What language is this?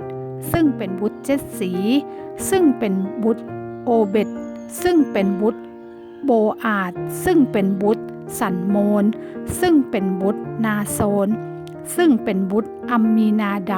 Northern Thai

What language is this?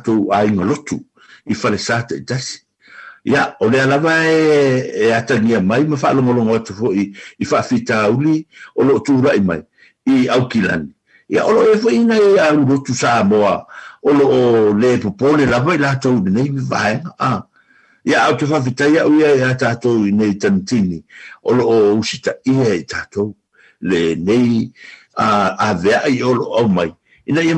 Samoan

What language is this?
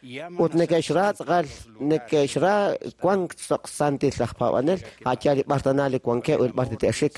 Kekchí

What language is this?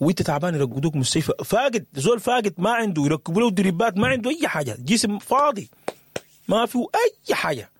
Sudanese Arabic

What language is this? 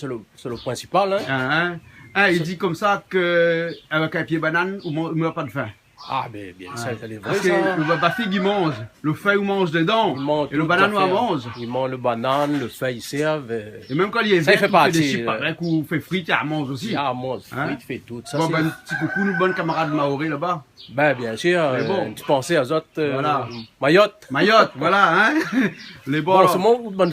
Réunion Creole French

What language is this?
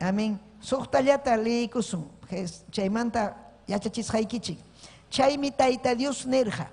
Ayacucho Quechua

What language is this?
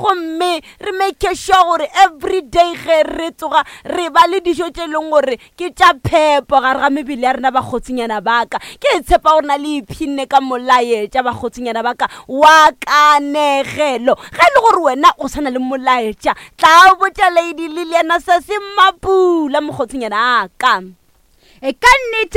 Northern Sotho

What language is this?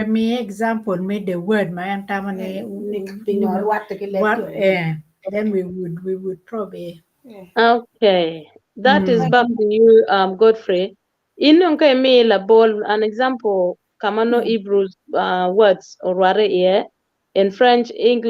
Acoli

